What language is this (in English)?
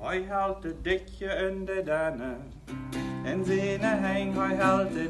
Plautdietsch